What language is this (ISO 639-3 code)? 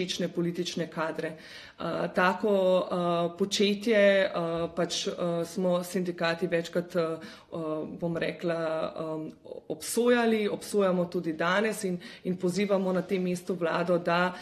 slv